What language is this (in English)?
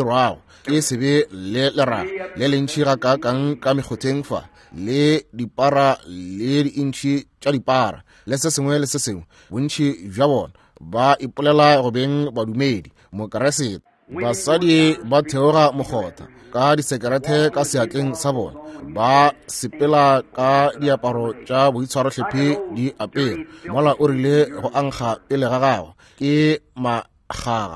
Northern Sotho